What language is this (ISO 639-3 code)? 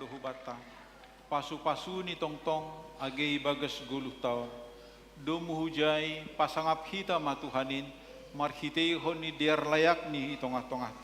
bts